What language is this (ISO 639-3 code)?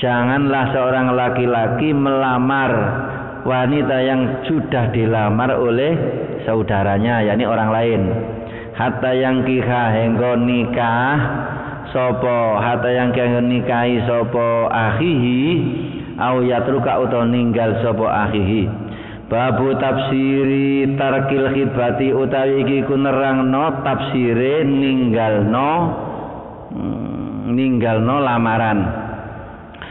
jav